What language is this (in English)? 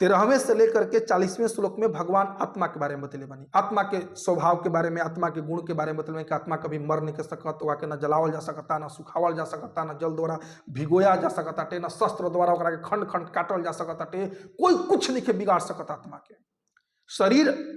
Bhojpuri